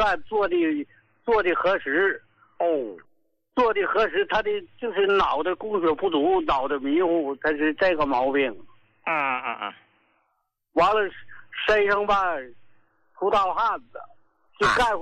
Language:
Chinese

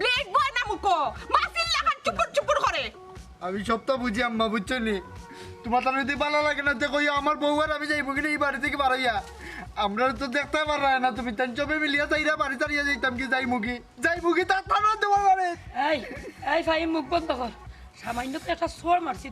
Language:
Sylheti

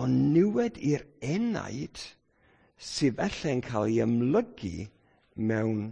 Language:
Welsh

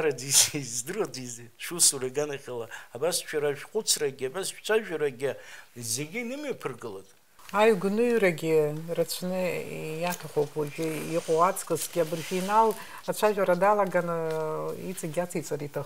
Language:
Abkhazian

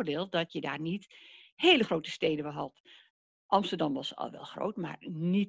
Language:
Dutch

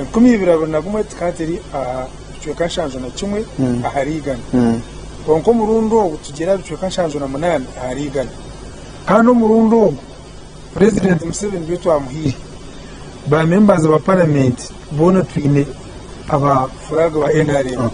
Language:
Nyankole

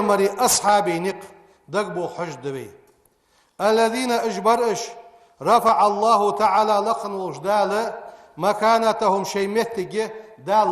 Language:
Ingush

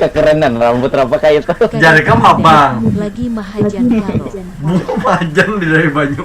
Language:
Banjar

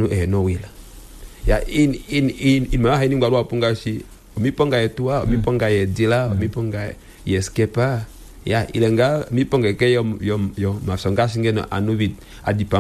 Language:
Kuanyama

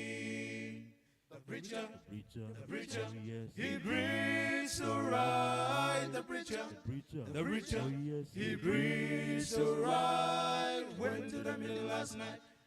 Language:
Gilbertese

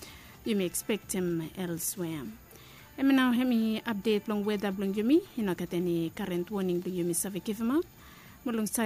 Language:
Bislama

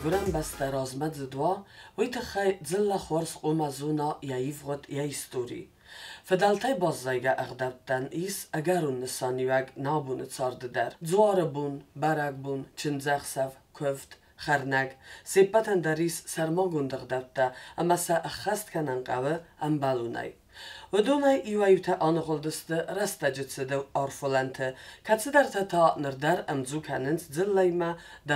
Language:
Ossetic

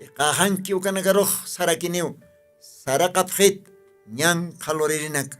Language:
Aymara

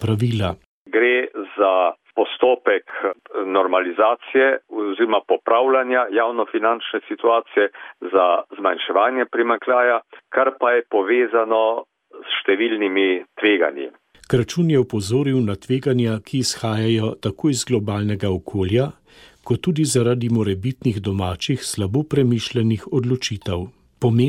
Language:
Slovenian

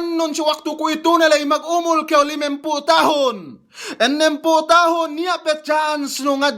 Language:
Yakan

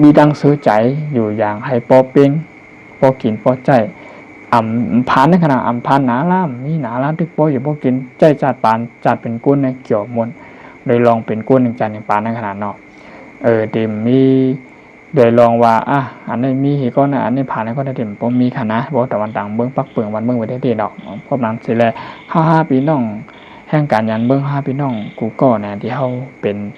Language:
Shan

